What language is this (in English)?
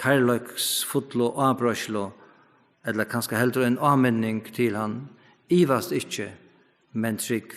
Faroese